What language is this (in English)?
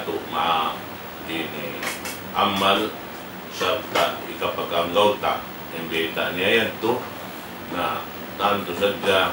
Tausug